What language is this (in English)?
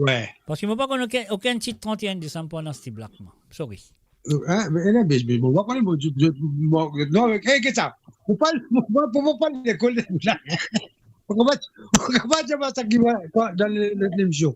Morisyen